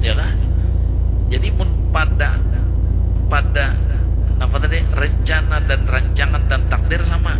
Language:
Banjar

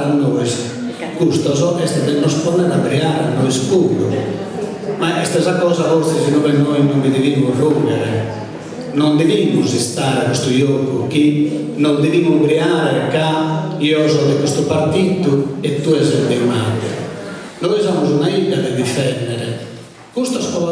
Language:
Sardinian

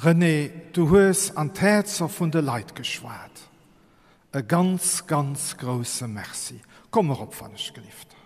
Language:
Luxembourgish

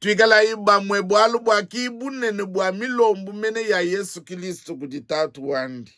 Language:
Luba-Lulua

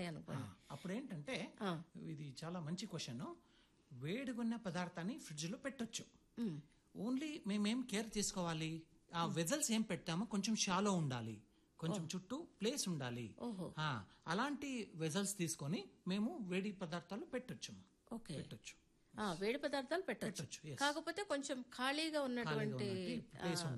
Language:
Telugu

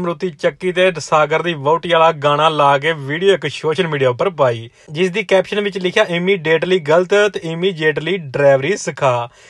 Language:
Punjabi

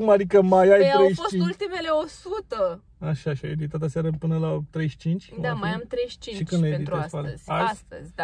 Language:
Romanian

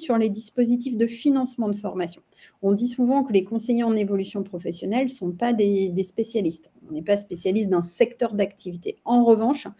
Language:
French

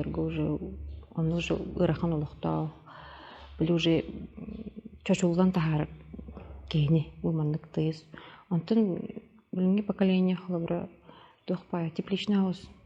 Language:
Yakut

